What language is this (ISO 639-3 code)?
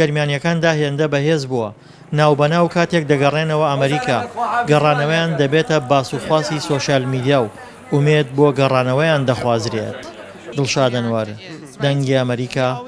ckb